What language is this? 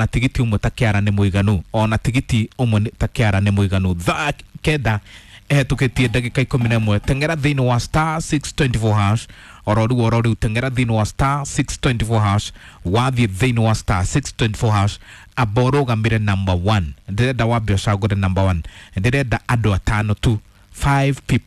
Kikuyu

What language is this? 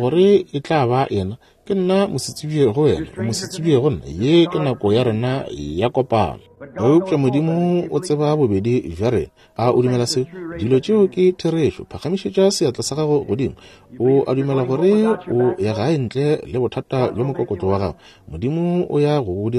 Northern Sotho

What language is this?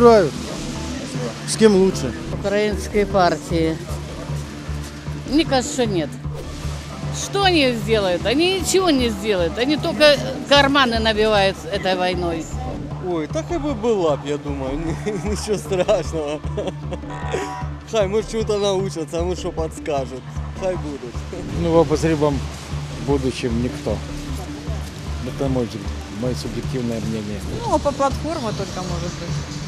Ukrainian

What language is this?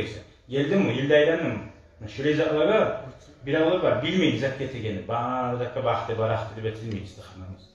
Kumyk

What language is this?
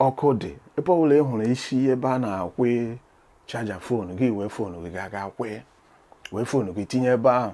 Igbo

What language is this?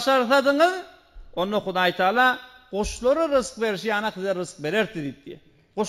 Turkmen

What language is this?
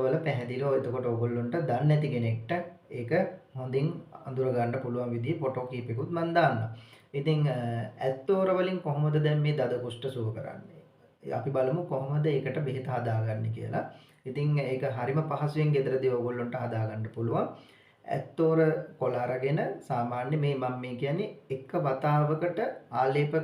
Sinhala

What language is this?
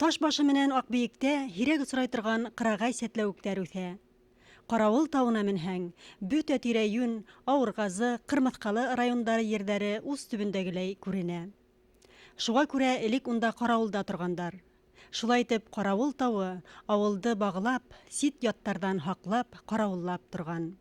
Bashkir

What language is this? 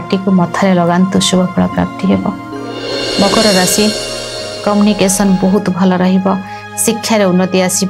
Odia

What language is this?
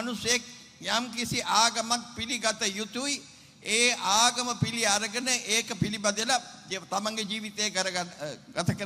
Sinhala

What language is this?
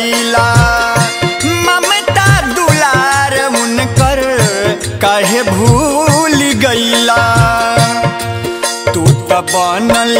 Bhojpuri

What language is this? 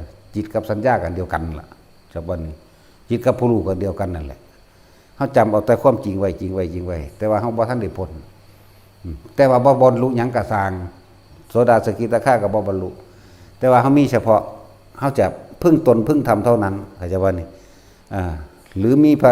Northeastern Thai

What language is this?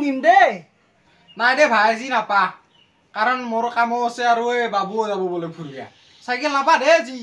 Assamese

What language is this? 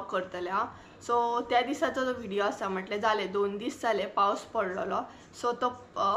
Konkani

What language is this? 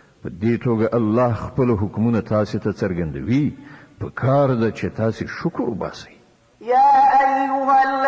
Pashto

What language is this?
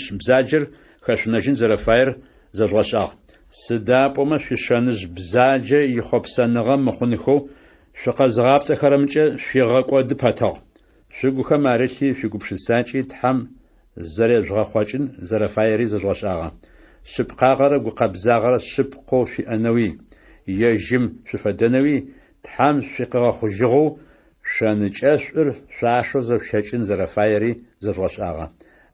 Adyghe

